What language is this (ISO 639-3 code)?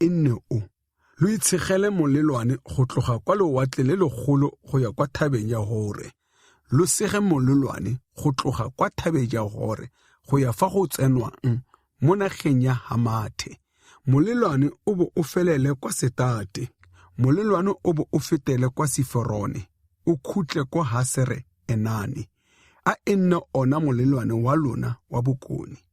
tsn